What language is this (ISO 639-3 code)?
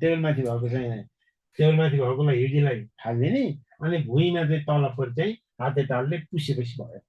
nep